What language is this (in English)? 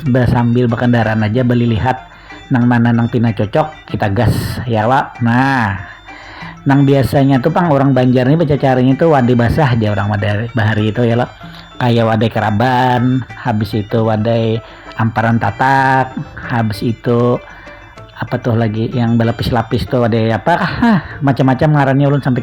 Banjar